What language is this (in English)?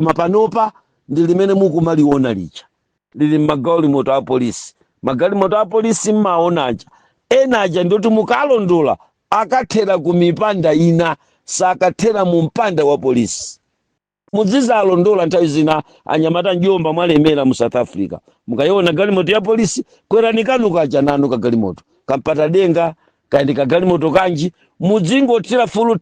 Nyanja